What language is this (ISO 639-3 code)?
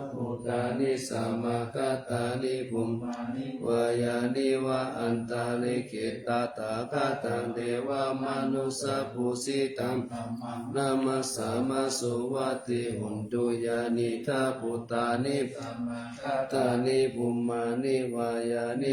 pli